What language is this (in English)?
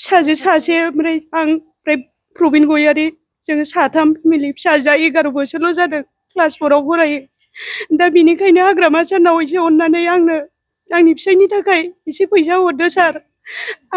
Bodo